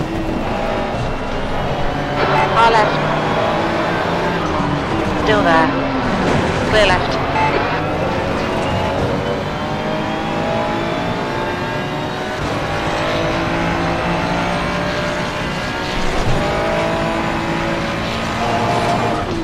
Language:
Dutch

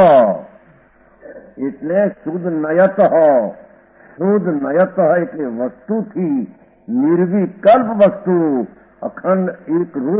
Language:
Gujarati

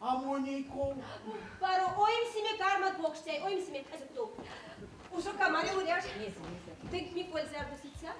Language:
Erzya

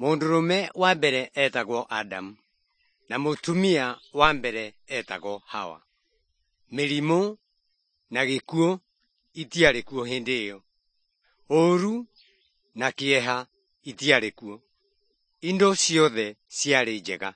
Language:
Kikuyu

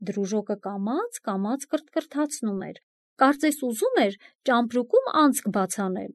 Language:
Armenian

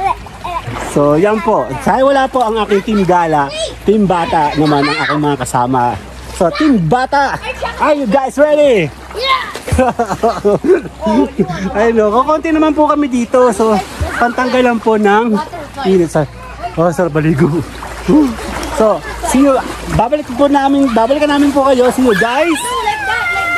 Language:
Filipino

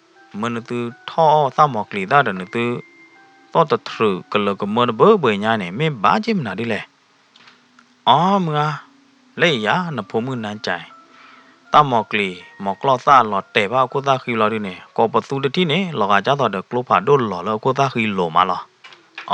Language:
S'gaw Karen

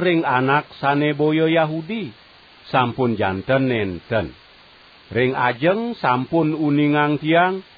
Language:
Balinese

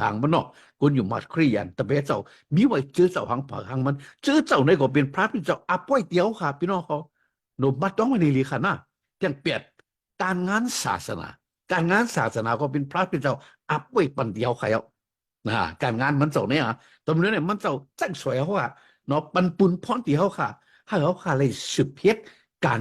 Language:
Shan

